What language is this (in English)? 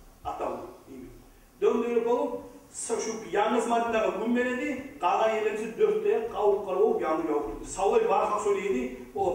Kumyk